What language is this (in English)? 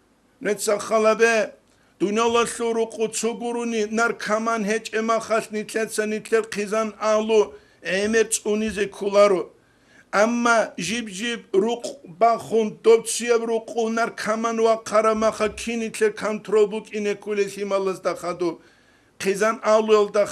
Avaric